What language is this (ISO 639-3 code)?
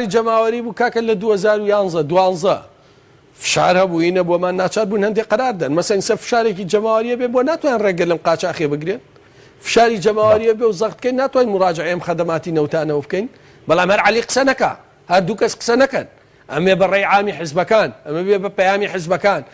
ckb